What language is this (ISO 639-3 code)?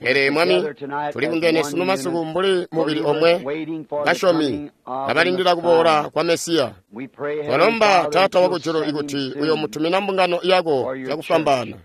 toi